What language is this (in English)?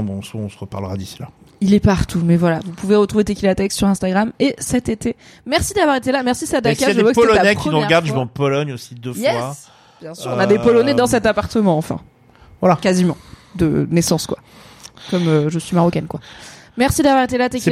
French